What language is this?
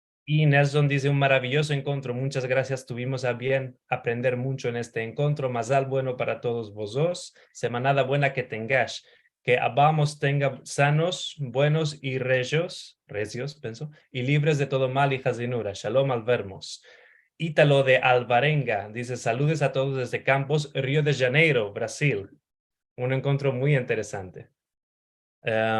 Ladino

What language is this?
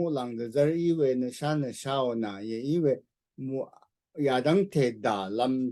Rawang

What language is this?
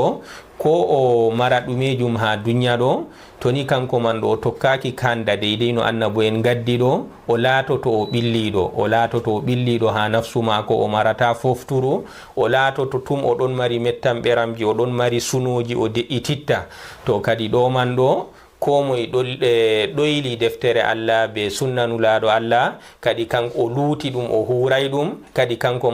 Fula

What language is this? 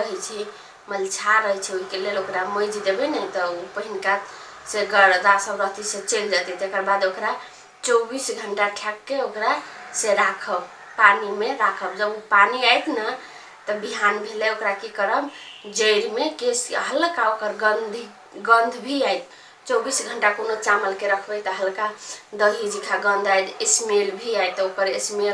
Maithili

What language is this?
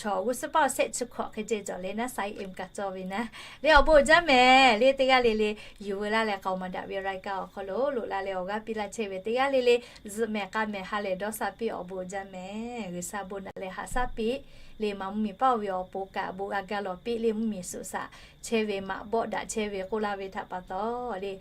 Lahu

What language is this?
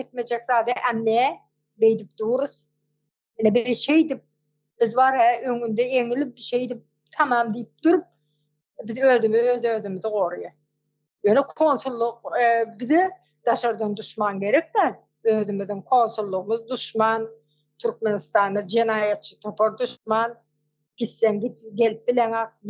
Turkmen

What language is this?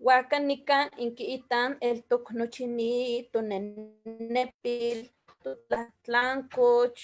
Eastern Huasteca Nahuatl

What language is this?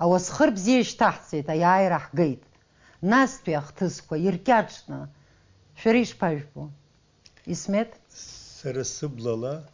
Abkhazian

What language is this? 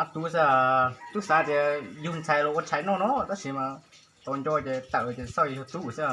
Hmong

